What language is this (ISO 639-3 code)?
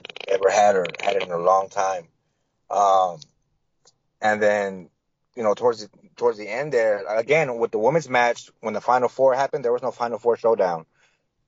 eng